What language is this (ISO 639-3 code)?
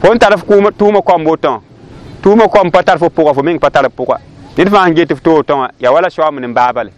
mos